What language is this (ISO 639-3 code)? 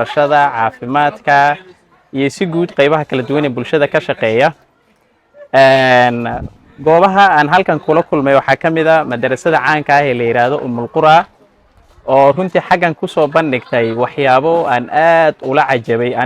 som